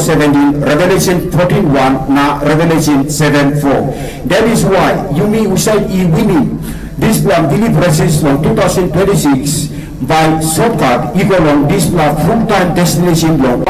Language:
Tok Pisin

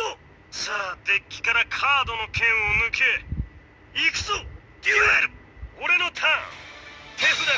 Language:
Japanese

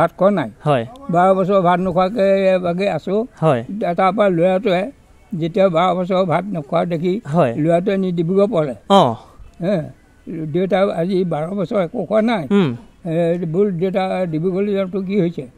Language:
Assamese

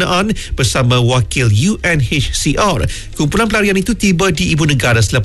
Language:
Malay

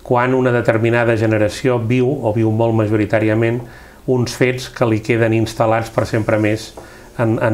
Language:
Catalan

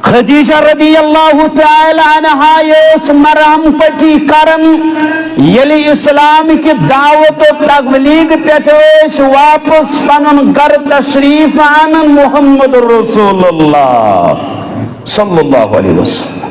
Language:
Kashmiri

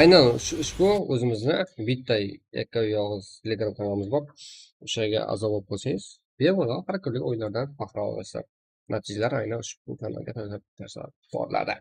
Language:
Kara-Kalpak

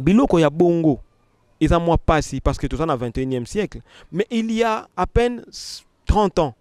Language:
Lingala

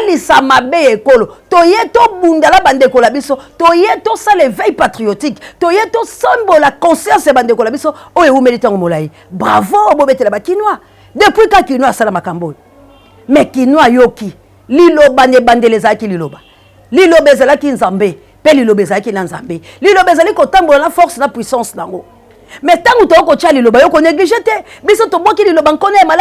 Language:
Lingala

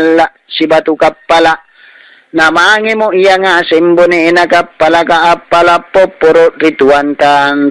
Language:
Makasar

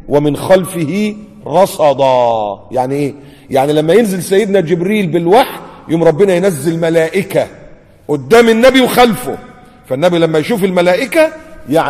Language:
Egyptian Arabic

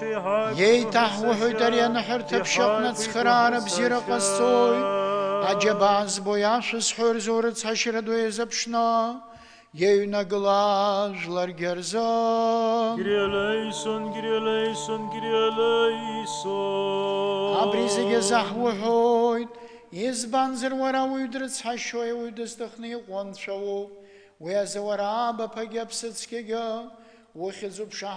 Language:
Abkhazian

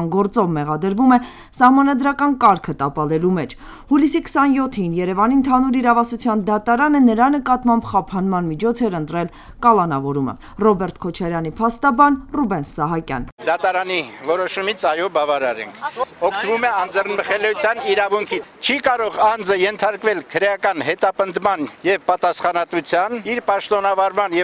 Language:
Armenian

